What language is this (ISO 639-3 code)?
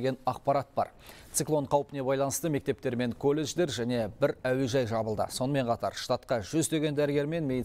kaz